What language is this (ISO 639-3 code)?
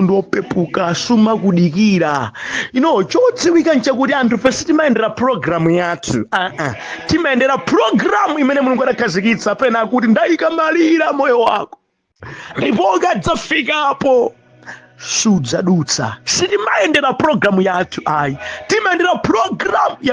nya